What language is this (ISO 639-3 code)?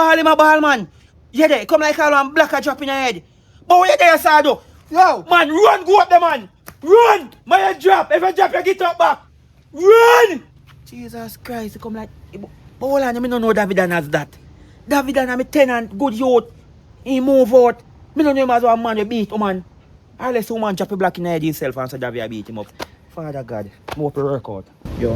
jam